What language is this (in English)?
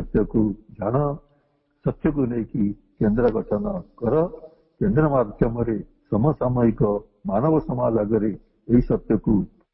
Odia